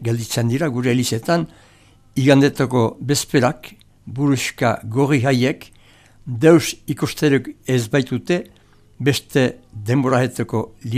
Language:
Basque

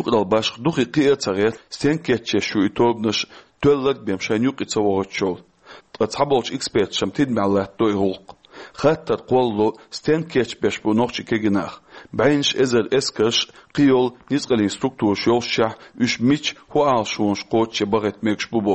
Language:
Chechen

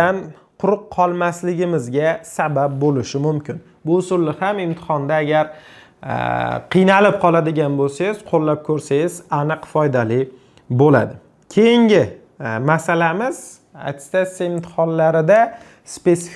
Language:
Uzbek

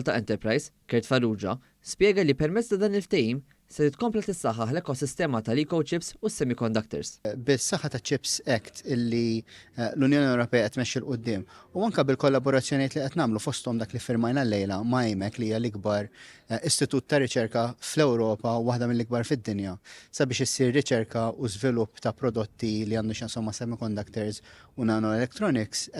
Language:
Maltese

